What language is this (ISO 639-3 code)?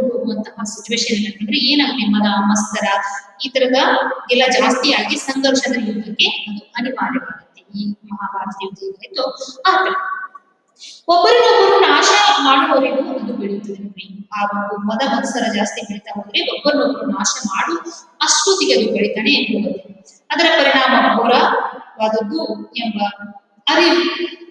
kan